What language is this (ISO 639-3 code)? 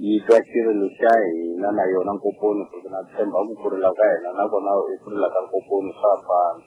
tso